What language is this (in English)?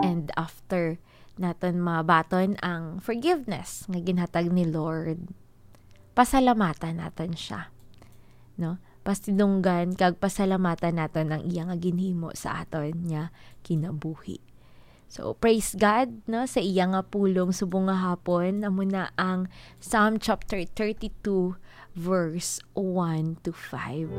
Hiligaynon